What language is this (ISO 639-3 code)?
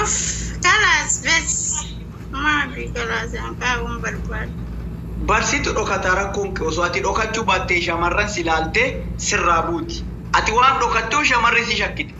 orm